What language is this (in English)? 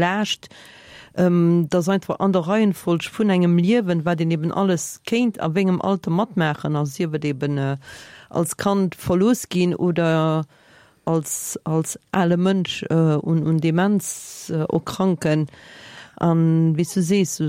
Luxembourgish